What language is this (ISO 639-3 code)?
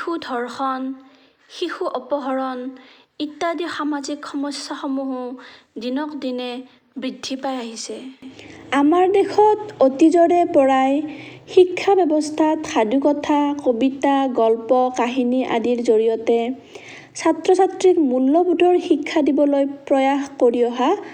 asm